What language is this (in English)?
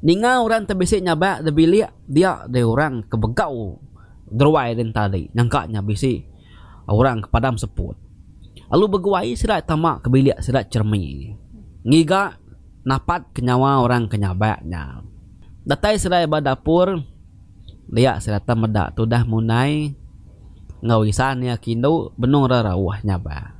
Iban